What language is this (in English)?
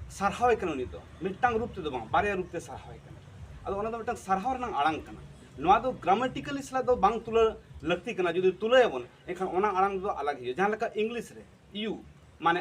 Santali